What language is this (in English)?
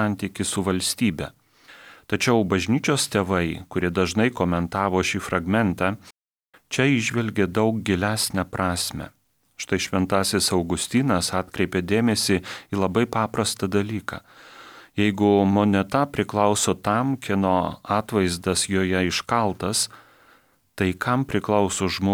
Lithuanian